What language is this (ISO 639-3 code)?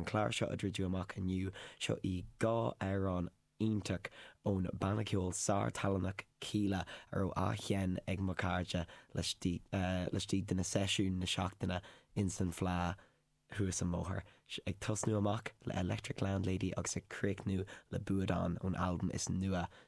gle